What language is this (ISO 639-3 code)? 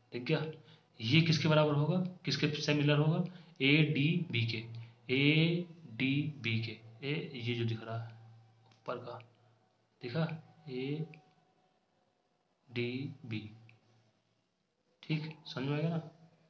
hin